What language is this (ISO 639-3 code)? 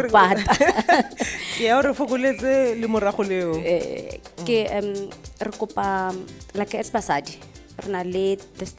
tsn